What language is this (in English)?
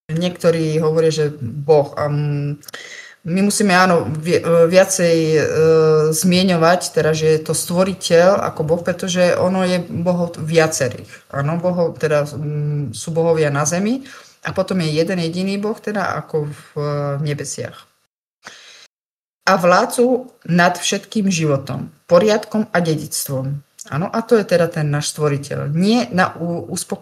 Slovak